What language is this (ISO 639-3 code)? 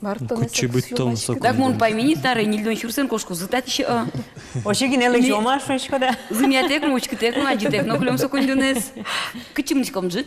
udm